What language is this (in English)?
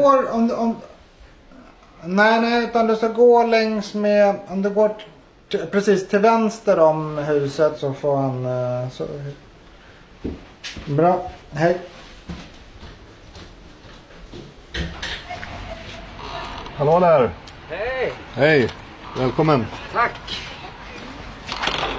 Swedish